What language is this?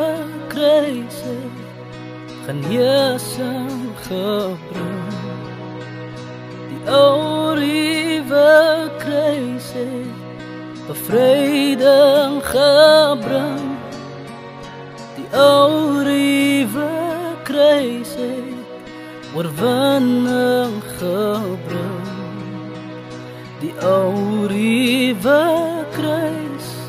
Afrikaans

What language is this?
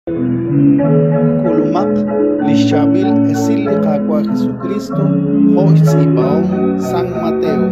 Kekchí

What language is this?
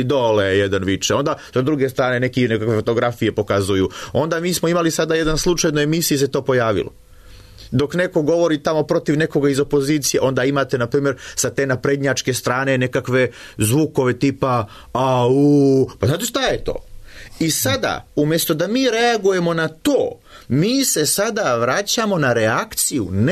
Serbian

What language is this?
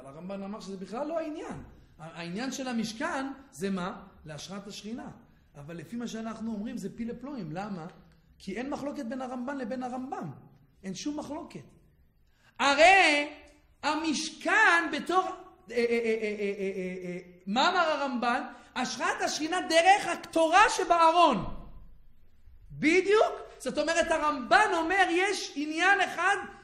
Hebrew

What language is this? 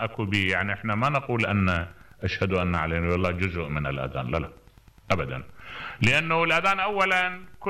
Mesopotamian Arabic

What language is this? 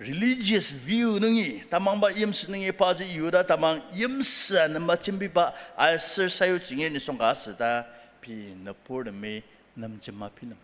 Ao Naga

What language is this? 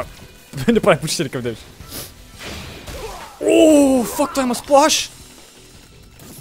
Bulgarian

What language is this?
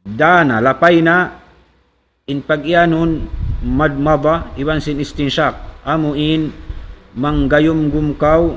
Tausug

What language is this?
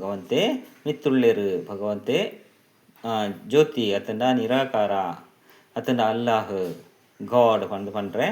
Tulu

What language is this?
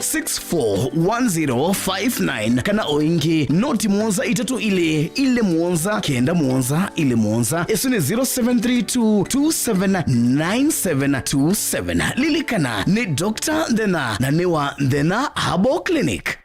Kamba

